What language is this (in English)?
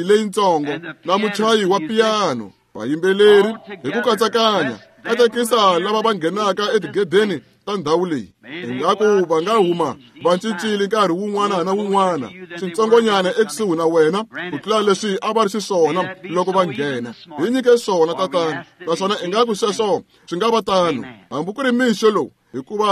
Tsonga